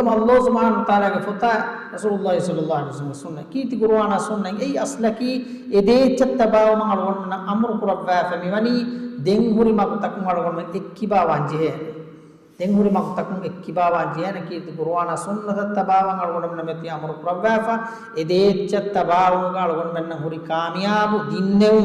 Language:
Divehi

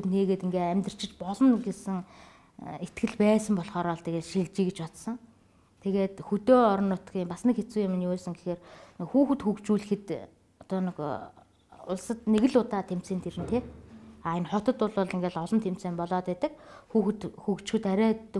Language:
Mongolian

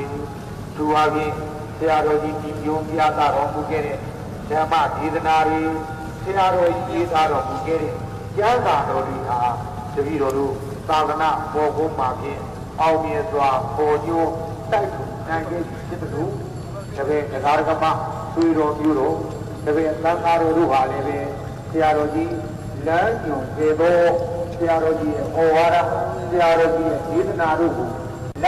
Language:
Burmese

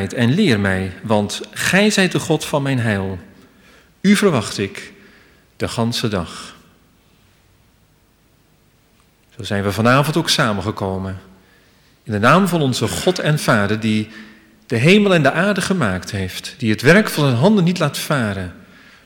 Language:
Dutch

